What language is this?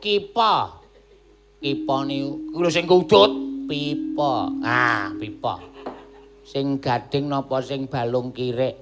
Javanese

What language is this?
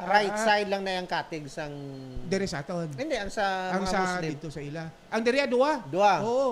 Hiligaynon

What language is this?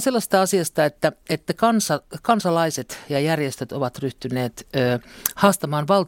Finnish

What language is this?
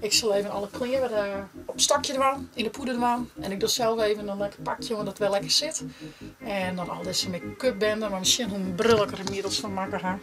Western Frisian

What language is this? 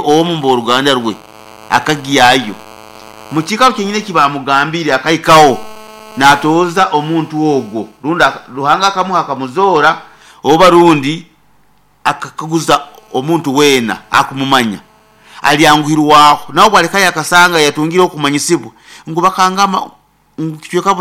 Nyankole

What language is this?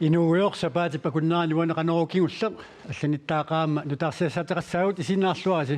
Kalaallisut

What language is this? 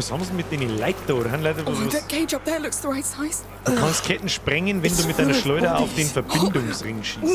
Bavarian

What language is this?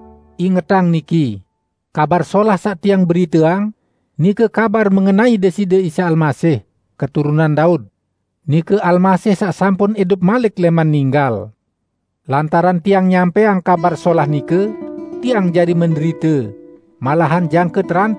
Sasak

